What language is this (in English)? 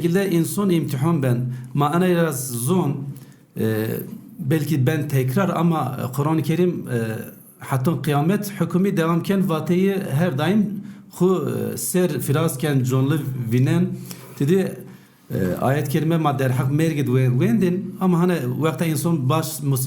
Zaza